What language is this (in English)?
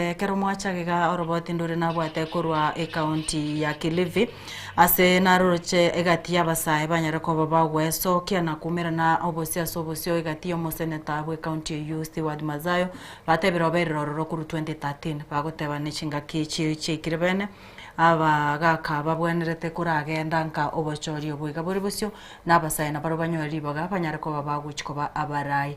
Gusii